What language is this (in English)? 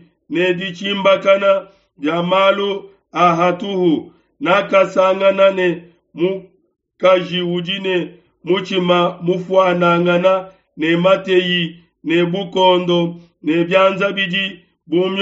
Luba-Lulua